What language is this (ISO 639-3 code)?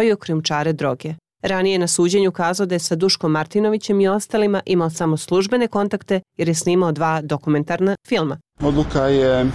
srp